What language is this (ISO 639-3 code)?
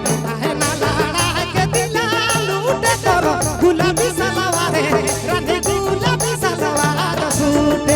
sck